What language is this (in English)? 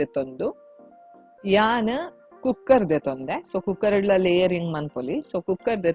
Tulu